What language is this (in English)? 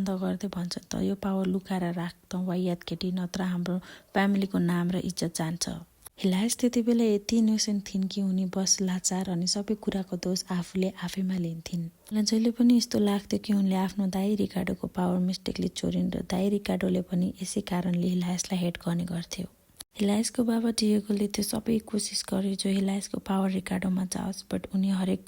Nepali